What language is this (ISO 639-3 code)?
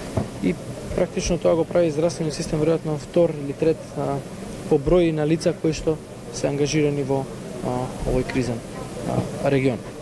mkd